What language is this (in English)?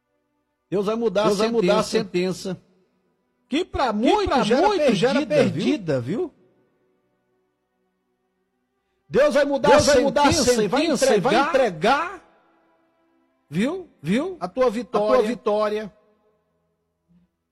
Portuguese